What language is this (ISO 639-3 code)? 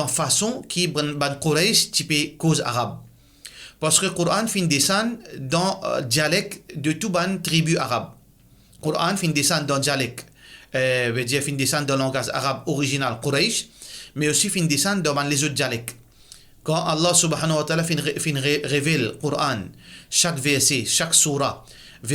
mfe